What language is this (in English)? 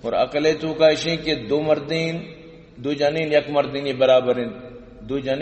Baluchi